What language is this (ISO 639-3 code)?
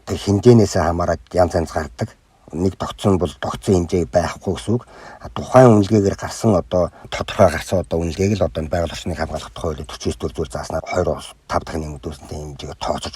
mon